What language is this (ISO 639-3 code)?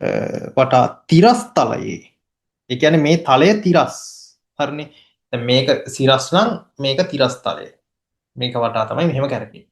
sin